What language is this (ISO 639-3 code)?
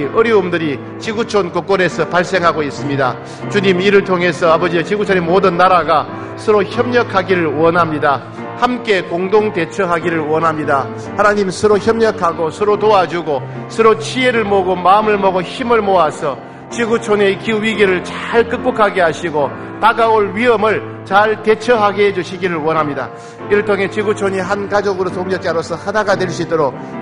kor